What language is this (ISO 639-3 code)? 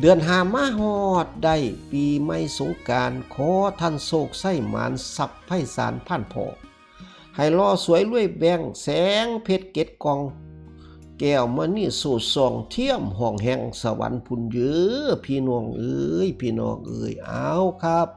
tts